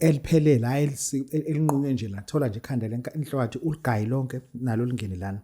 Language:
Zulu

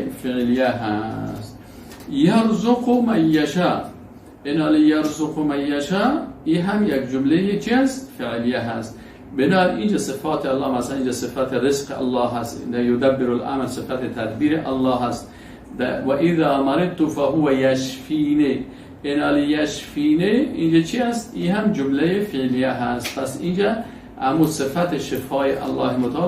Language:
Persian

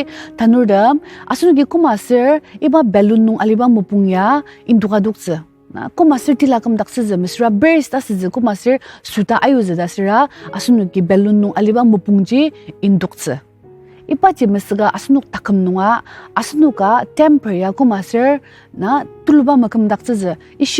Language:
Ao Naga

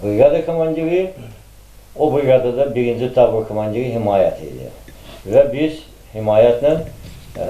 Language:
Azerbaijani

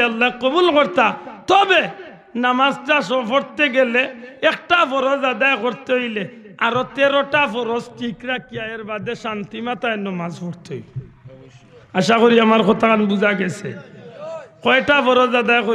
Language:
Sylheti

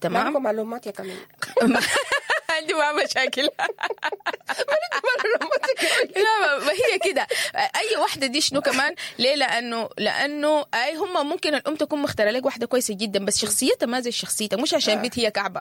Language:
Sudanese Arabic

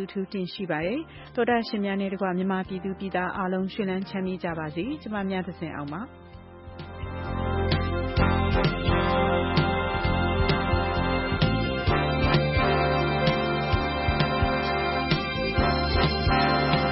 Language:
Burmese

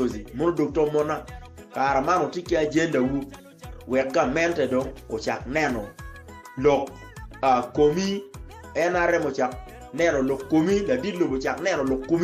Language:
Acoli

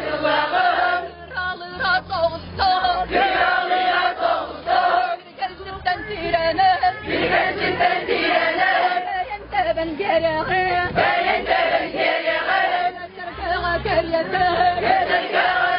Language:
Yakut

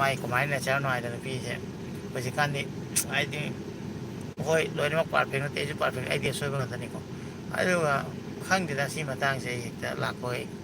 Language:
Manipuri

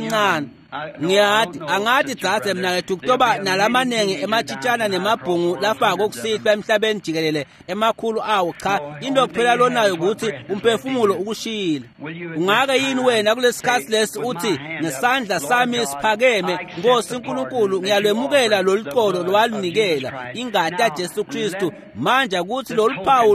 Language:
Swati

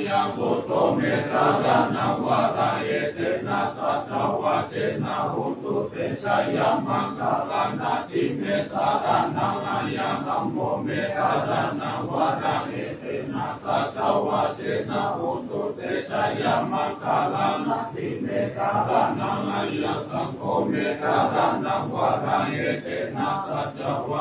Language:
Pali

